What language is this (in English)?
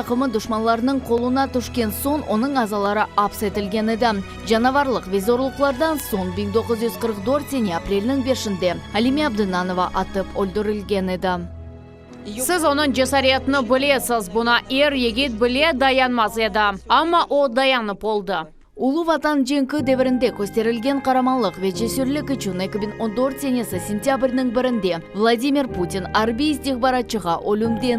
Crimean Tatar